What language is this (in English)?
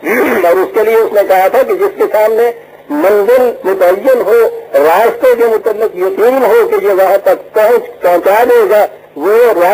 Urdu